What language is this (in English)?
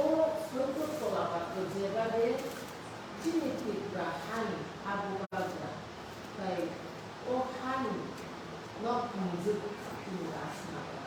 Kok Borok